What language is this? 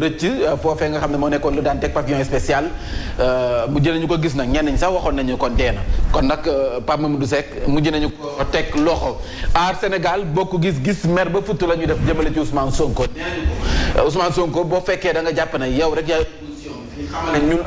Wolof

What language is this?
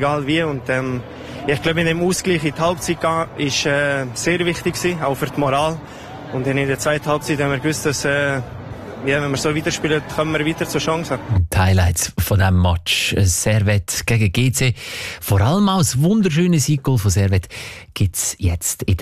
German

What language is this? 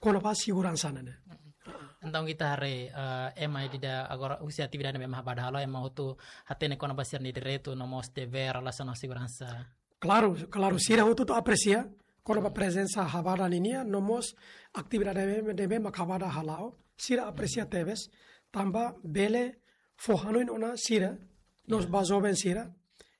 Tetum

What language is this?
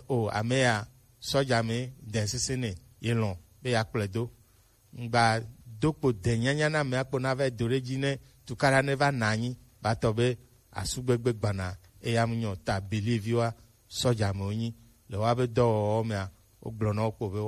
Gen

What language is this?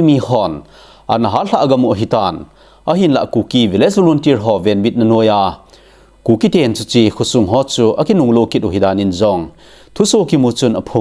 Thado Chin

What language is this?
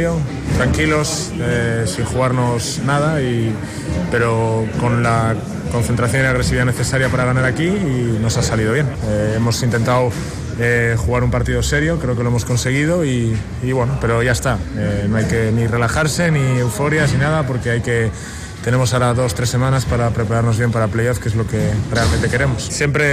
Spanish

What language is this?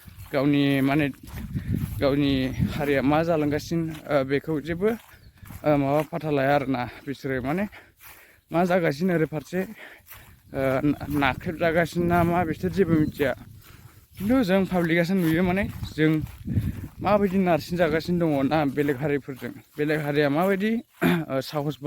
Bodo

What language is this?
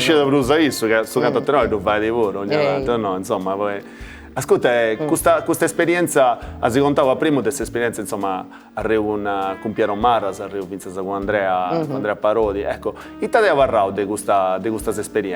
Sardinian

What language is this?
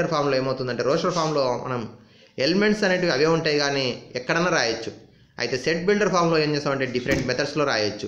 Telugu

